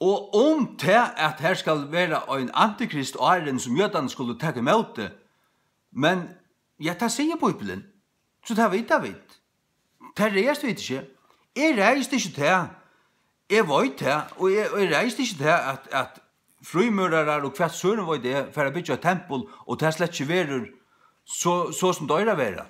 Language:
Faroese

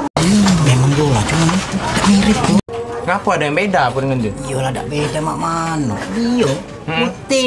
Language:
Musi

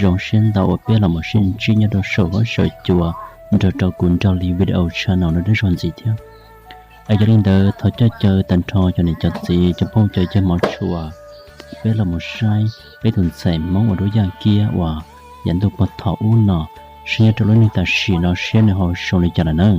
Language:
Hmong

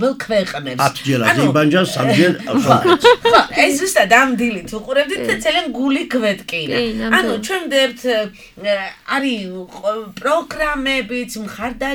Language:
Georgian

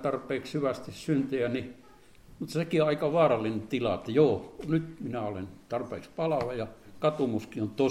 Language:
Finnish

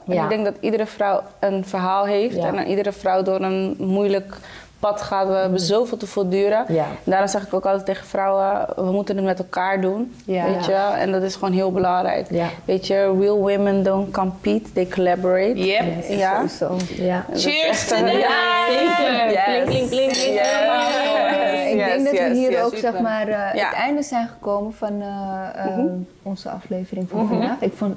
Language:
Dutch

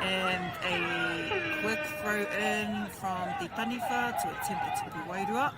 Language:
Māori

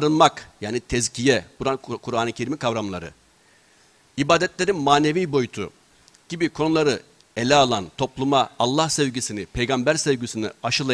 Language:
Turkish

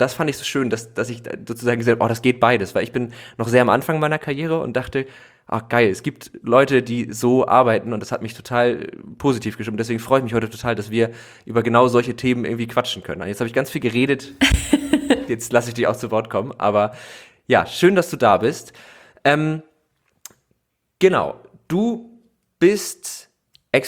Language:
German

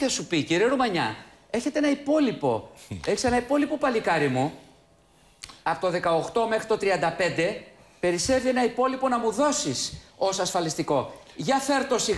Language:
Greek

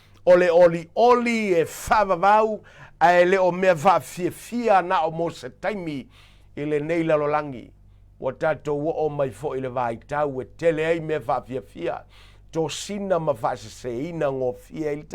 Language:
Samoan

